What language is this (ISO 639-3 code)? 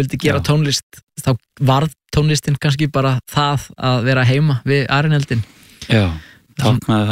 isl